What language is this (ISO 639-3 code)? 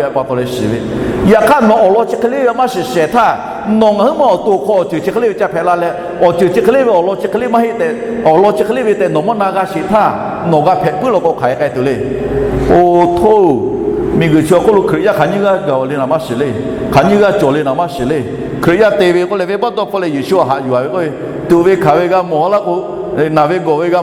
lhu